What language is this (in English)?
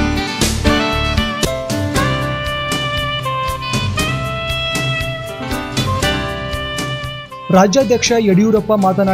Kannada